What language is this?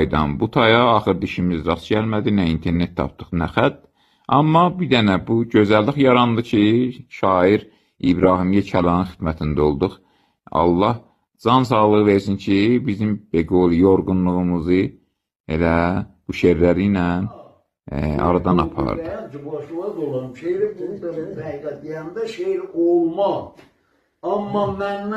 South Azerbaijani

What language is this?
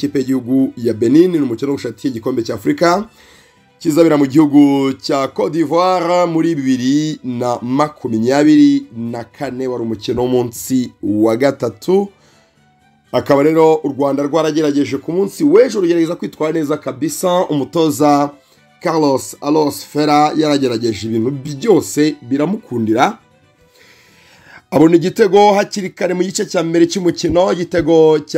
Kinyarwanda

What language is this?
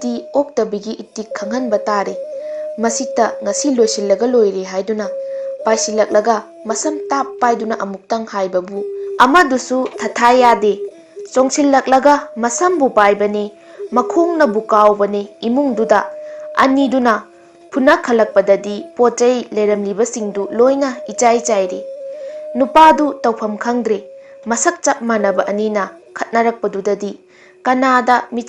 Manipuri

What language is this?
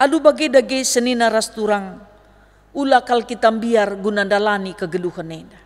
Batak Karo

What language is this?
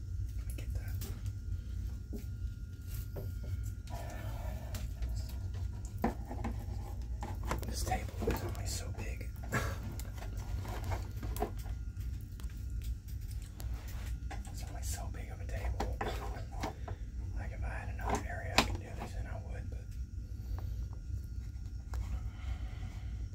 English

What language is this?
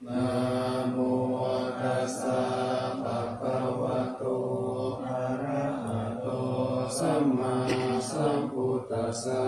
Pali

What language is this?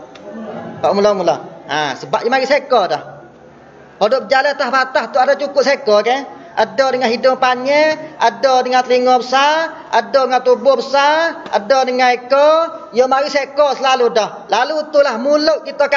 Malay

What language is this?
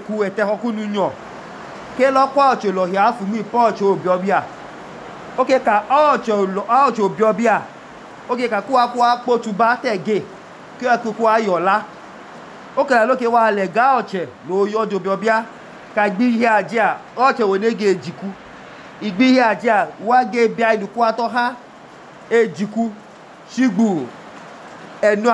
Idoma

